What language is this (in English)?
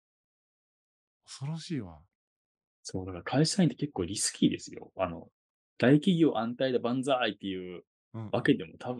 Japanese